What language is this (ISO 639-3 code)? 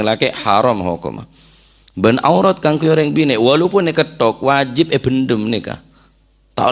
mad